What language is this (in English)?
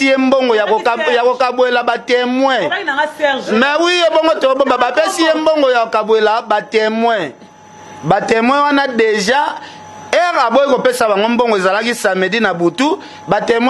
Lingala